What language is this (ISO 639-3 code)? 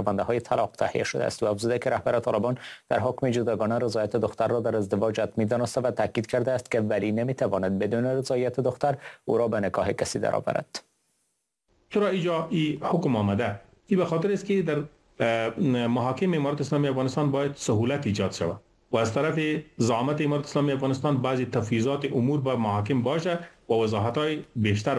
fas